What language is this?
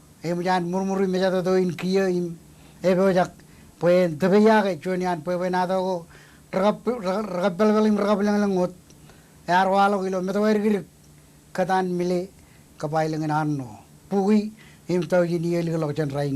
Marshallese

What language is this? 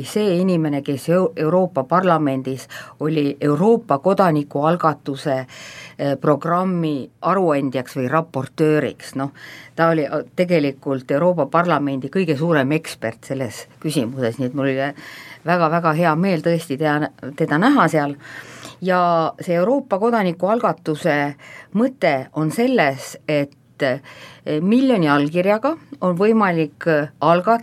Estonian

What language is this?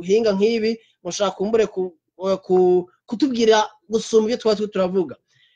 Rundi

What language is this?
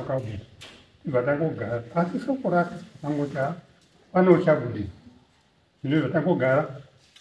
Shona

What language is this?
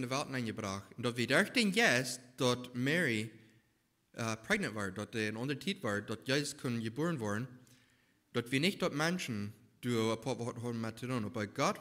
Plautdietsch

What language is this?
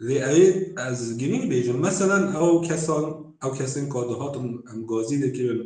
Kurdish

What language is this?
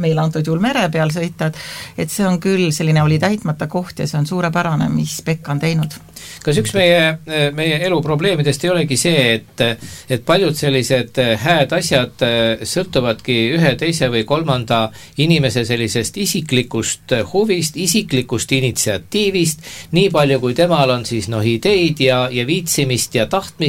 Estonian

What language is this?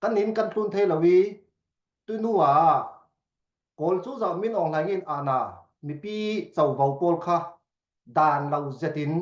Falam Chin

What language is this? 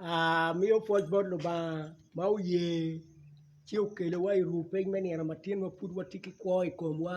Acoli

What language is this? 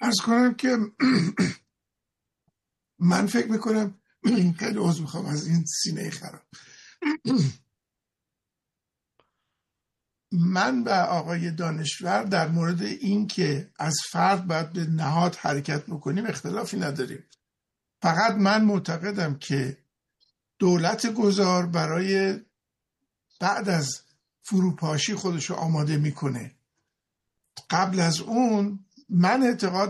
Persian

